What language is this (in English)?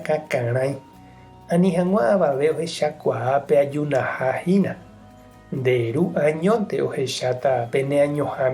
Guarani